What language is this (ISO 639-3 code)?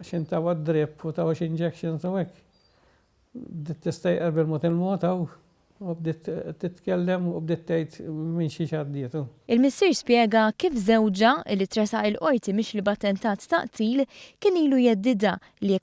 mlt